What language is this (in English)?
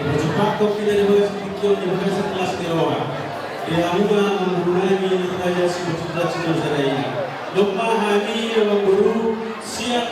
Batak Toba